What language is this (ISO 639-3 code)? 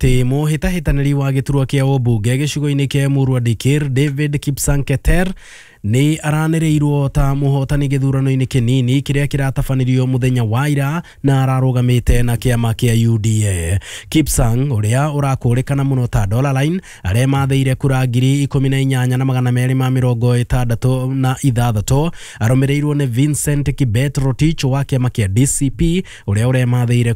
kik